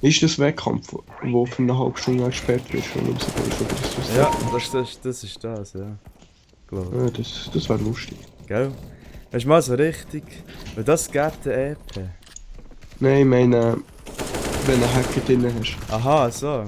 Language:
Swiss German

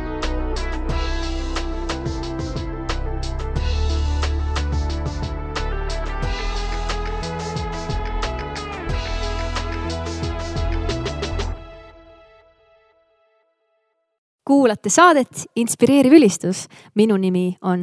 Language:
Estonian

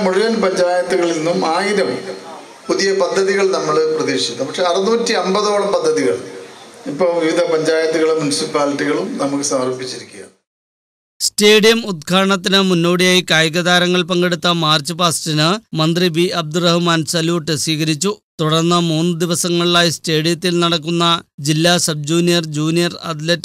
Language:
Malayalam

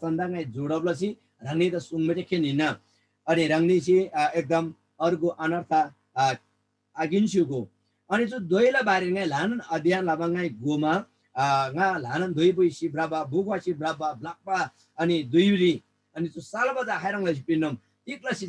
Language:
Eastern Tamang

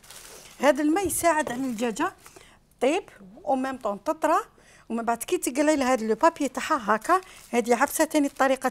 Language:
Algerian Arabic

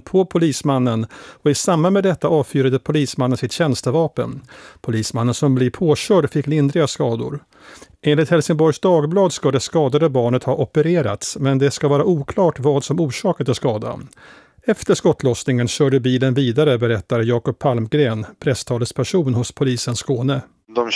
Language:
Swedish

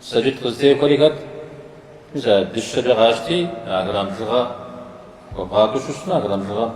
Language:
Kabardian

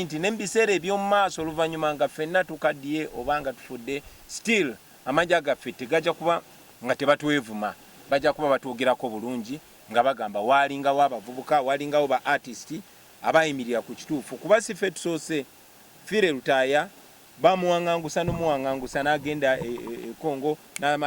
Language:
Ganda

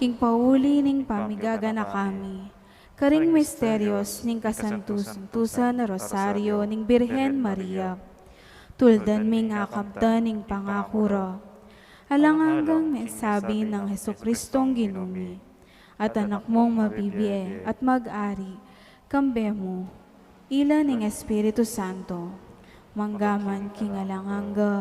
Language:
Pampanga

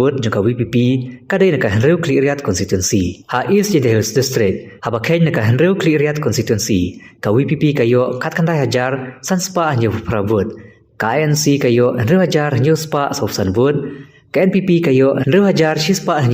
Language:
Khasi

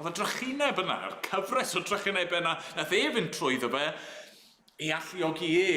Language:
Welsh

